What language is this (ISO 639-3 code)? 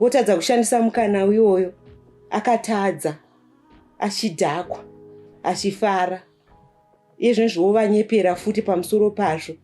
sna